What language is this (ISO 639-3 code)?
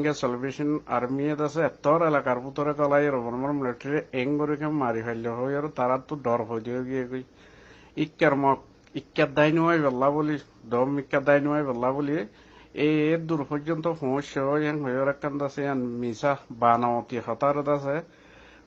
rhg